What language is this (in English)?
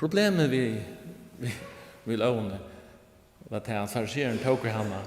Faroese